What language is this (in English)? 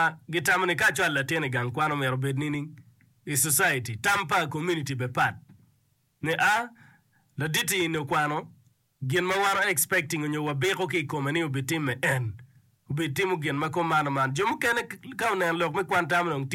Acoli